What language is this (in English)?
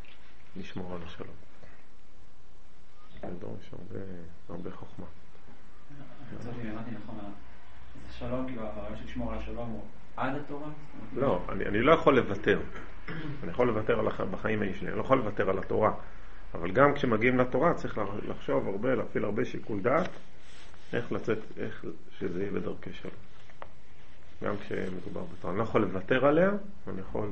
Hebrew